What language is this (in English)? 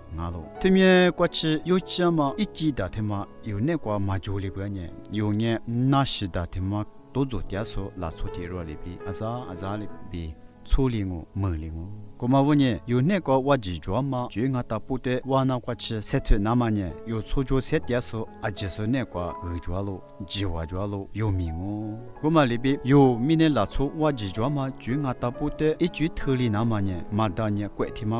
Lisu